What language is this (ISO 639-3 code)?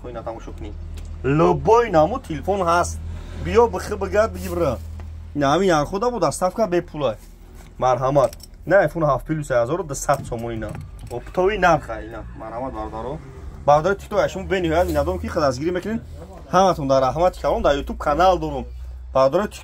tgk